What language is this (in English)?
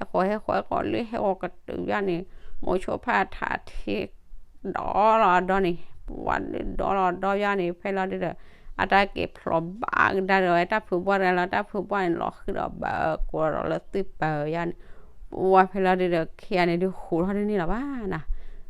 S'gaw Karen